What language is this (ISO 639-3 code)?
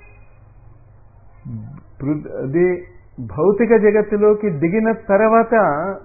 tel